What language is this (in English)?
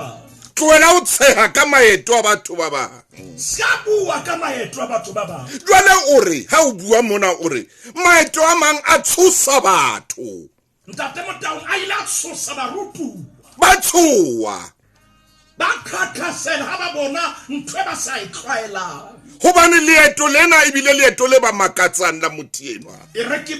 Southern Sotho